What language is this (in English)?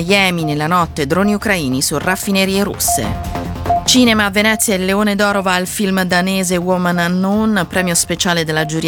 Italian